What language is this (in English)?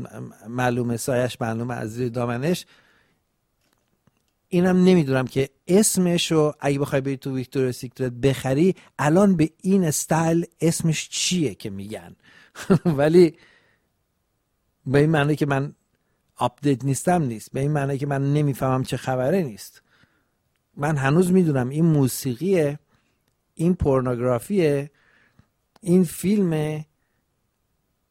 Persian